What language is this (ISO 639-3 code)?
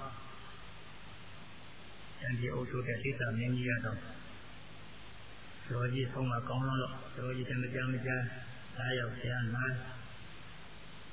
mya